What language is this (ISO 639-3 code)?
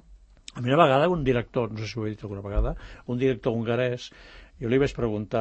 cat